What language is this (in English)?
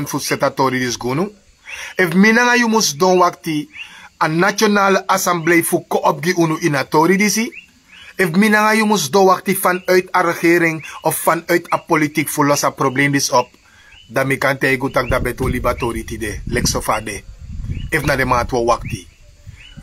Sranan Tongo